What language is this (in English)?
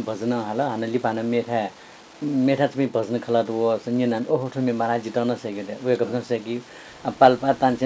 Newari